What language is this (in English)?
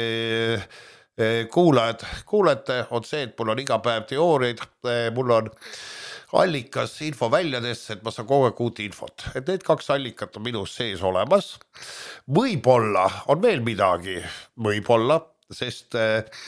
Estonian